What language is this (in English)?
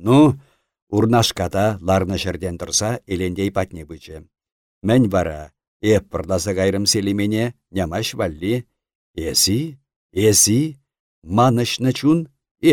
Chuvash